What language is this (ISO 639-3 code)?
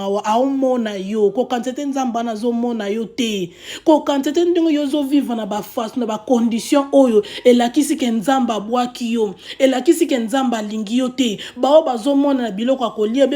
lin